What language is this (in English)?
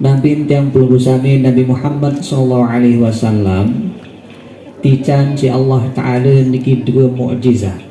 Sasak